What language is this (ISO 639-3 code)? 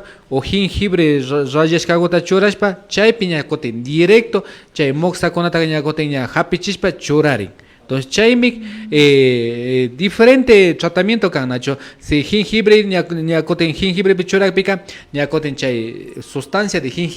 qvi